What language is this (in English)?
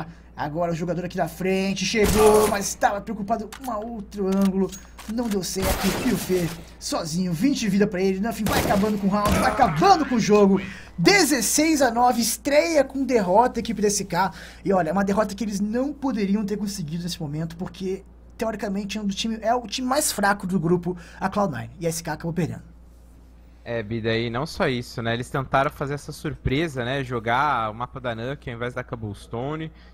Portuguese